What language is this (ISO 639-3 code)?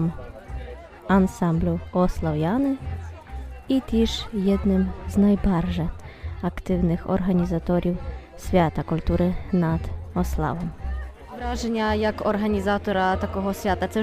rue